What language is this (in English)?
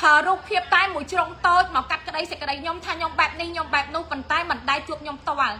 Khmer